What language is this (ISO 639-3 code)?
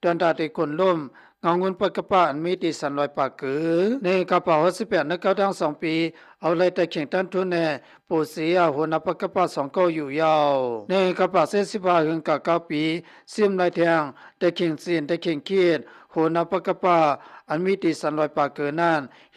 lao